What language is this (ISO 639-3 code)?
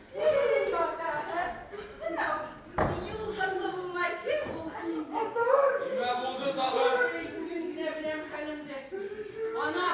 bak